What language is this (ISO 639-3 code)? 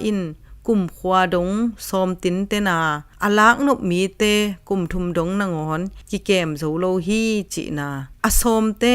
ctd